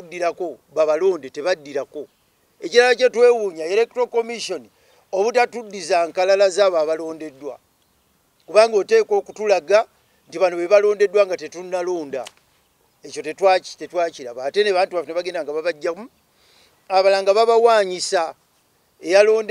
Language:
Ganda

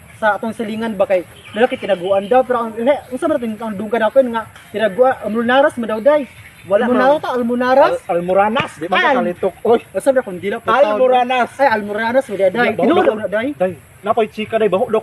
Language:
Cebuano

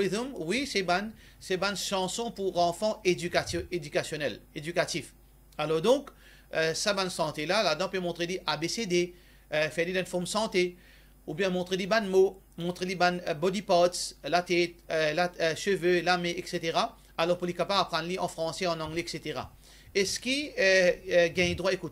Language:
Morisyen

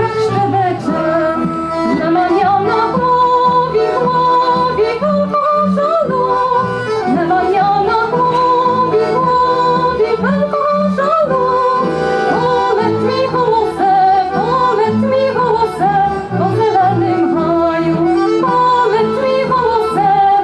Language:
Rusyn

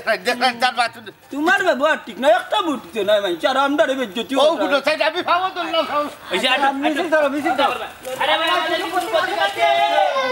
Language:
Sylheti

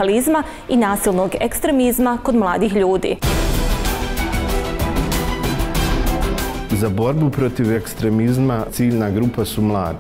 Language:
Bosnian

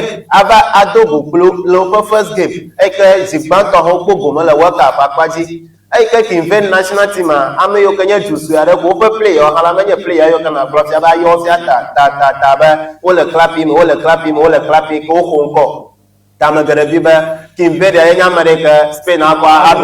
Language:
Ewe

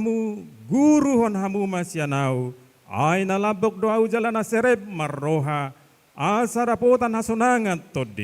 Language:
Batak Toba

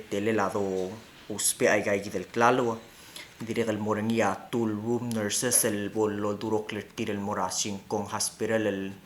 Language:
Palauan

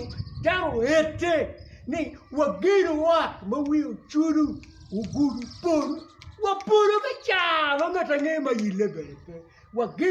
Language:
Acoli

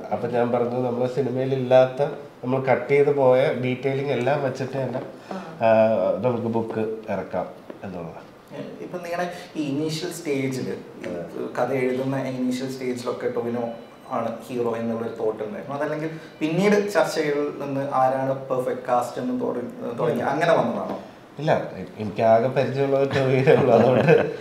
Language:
Malayalam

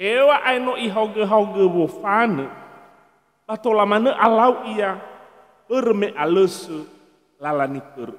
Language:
Nias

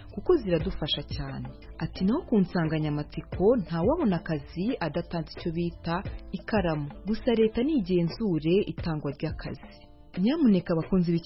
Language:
Kinyarwanda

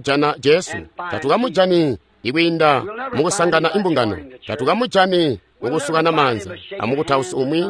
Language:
Tonga (Zambia)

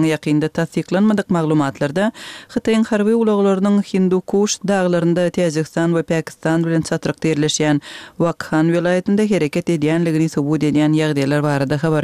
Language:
Turkmen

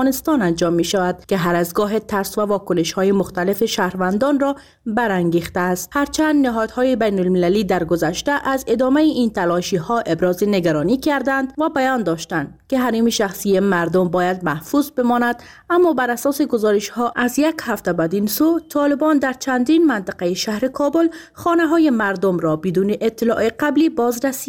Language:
Persian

